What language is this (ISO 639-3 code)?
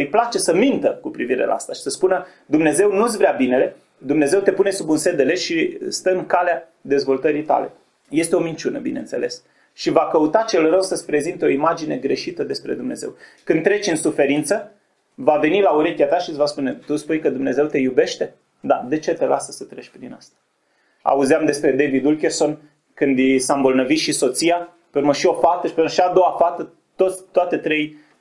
ron